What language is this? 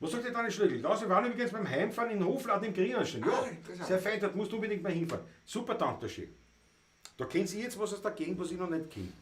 Bavarian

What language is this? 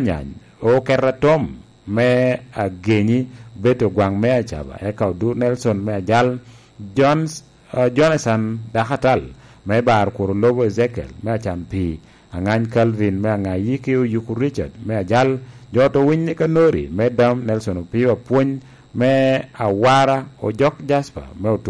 Lango (Uganda)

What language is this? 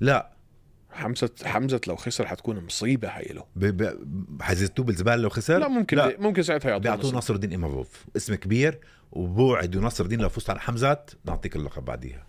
North Levantine Arabic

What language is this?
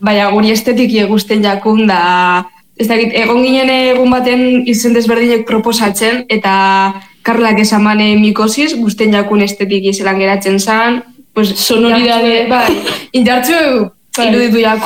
Basque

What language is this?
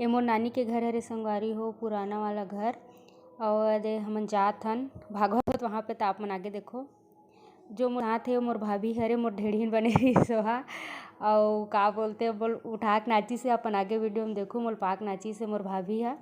Chhattisgarhi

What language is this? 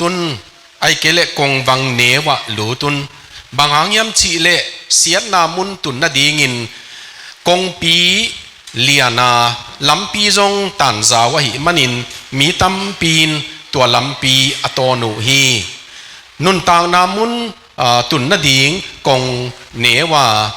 Tedim Chin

